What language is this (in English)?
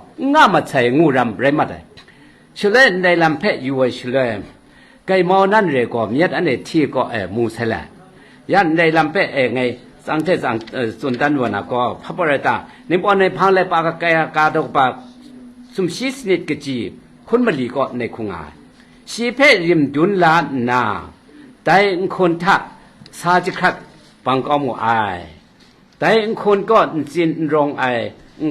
Kachin